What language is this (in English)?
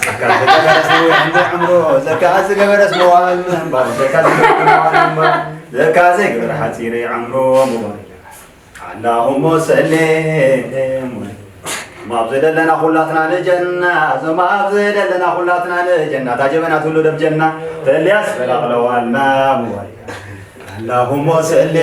Tigrinya